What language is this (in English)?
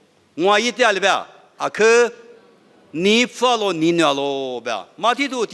Lisu